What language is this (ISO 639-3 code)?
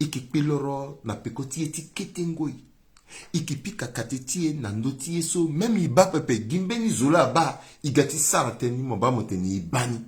sag